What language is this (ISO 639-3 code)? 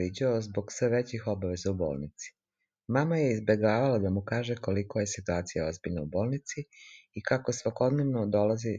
srp